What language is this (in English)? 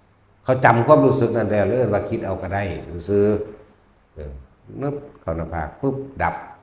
Northeastern Thai